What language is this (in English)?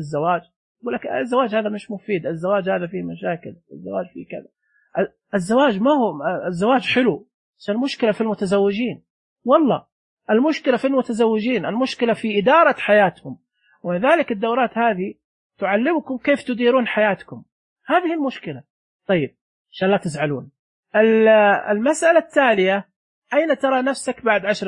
Najdi Arabic